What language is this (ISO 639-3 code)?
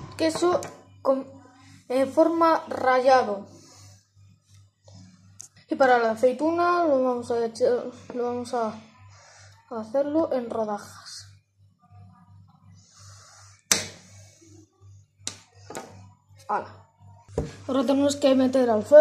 spa